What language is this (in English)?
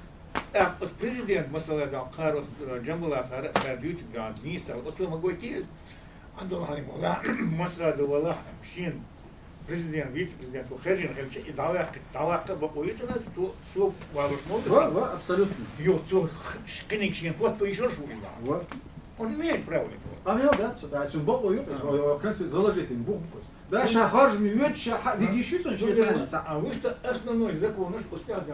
Chechen